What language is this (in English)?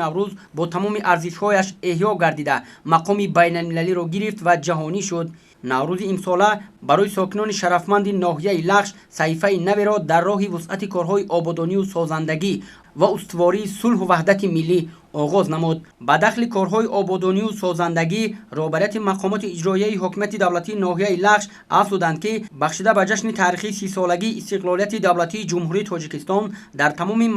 Tajik